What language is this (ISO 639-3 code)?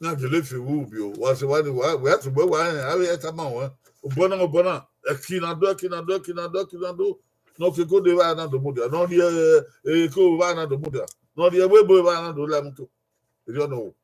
bin